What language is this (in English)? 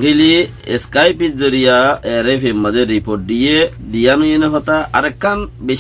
Rohingya